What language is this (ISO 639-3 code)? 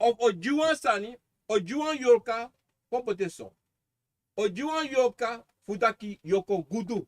srn